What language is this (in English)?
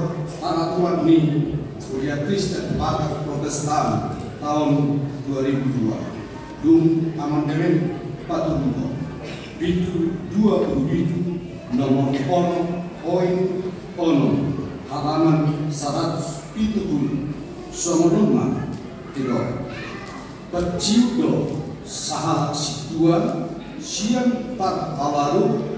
Batak Toba